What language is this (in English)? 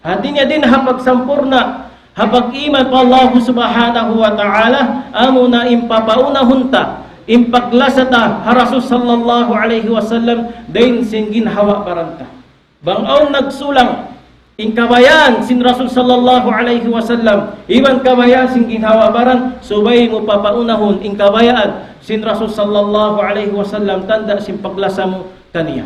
Tausug